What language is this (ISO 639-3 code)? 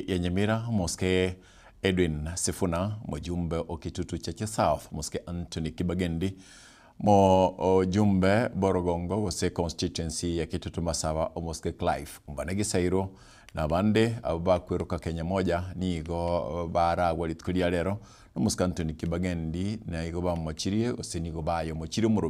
guz